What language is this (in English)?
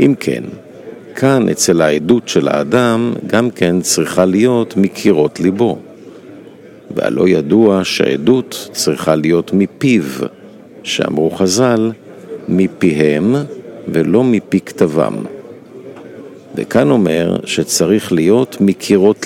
Hebrew